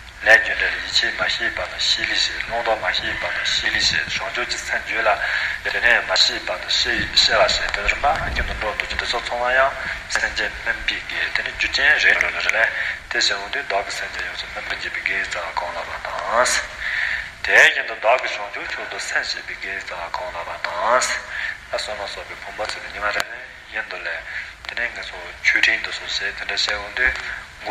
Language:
Tibetan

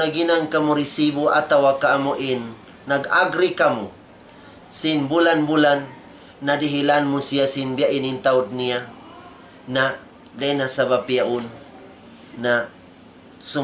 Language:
Tausug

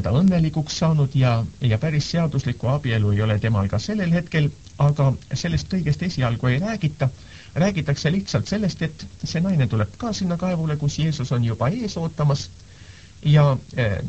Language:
Estonian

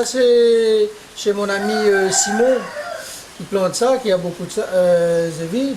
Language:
Réunion Creole French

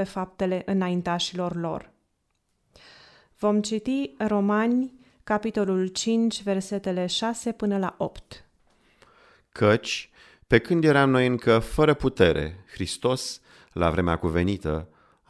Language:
Romanian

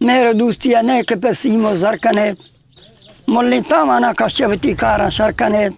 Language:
Eastern Balochi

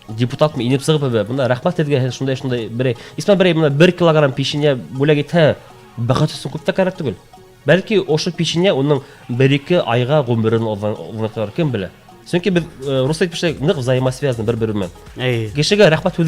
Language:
Bashkir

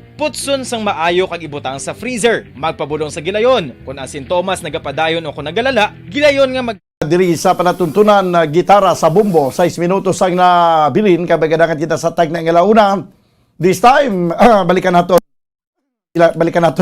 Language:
Hiligaynon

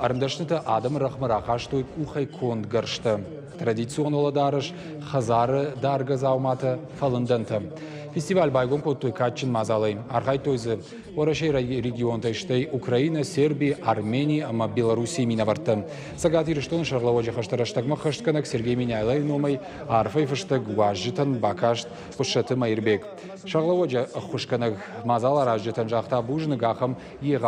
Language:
Ossetic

